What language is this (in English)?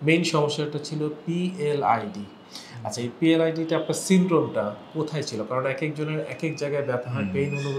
Bangla